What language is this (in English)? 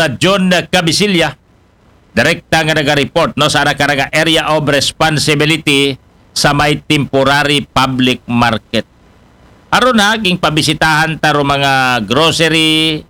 Aklanon